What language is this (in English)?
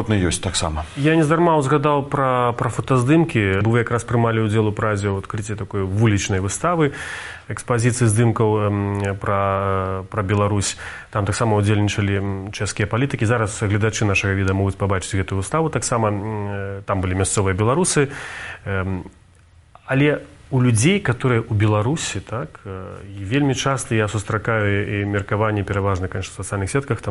Belarusian